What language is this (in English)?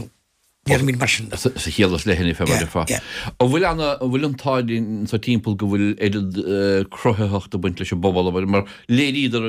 Irish